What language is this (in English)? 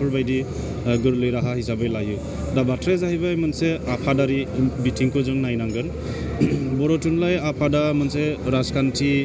Bodo